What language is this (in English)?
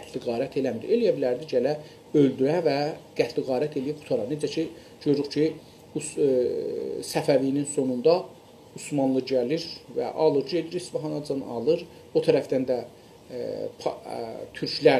South Azerbaijani